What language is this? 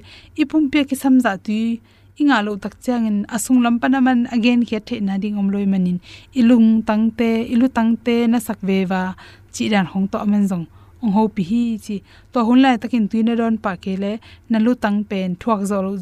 Tedim Chin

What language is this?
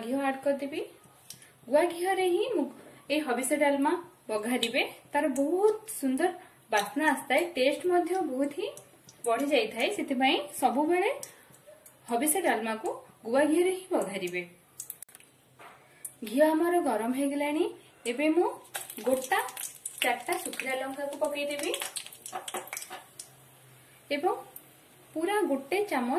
Odia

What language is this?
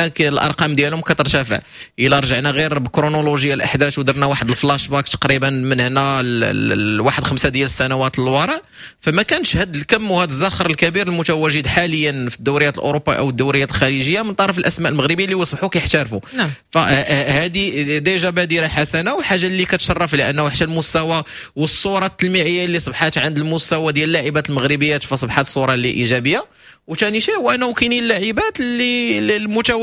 Moroccan Arabic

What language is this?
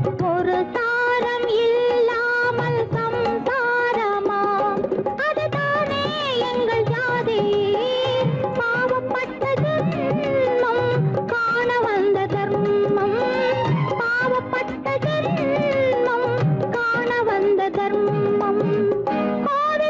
Tamil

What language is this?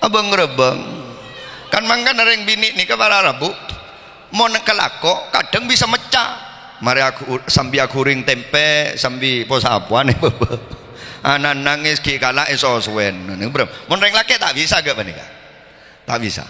Madurese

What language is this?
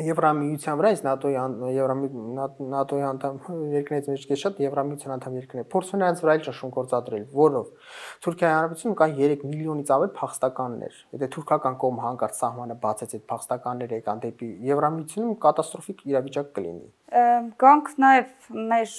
Armenian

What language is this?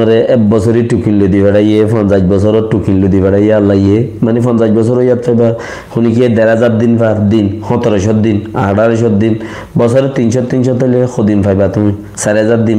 Rohingya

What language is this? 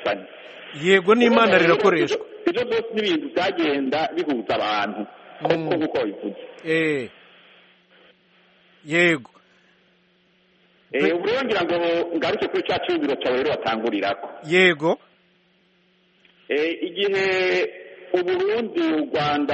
Kinyarwanda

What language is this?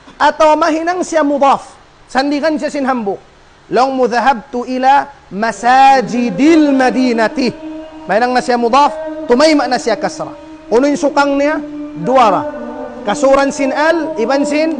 Tausug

